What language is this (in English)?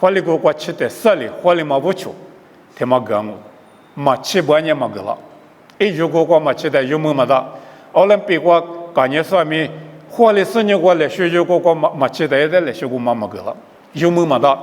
Lisu